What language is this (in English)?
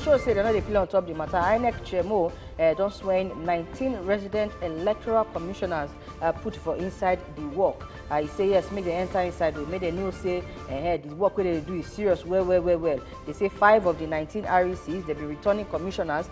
Nigerian Pidgin